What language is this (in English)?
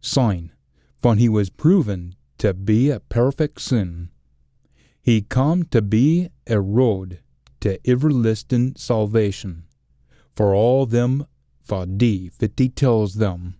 Scots